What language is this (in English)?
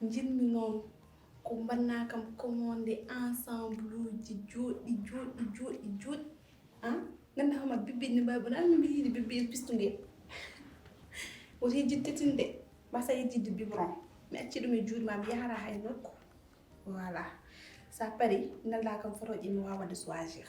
Fula